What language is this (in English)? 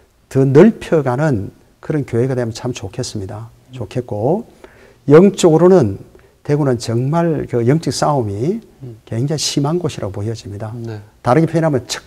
Korean